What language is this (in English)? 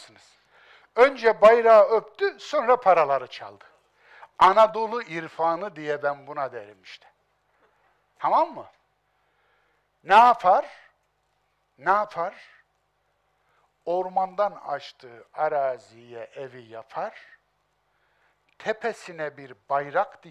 Turkish